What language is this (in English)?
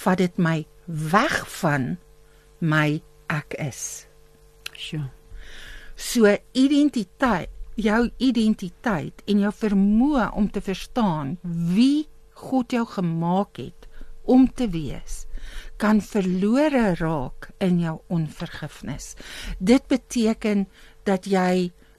Afrikaans